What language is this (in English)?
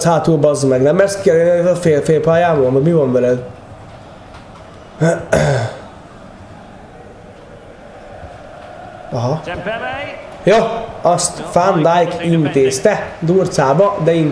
Hungarian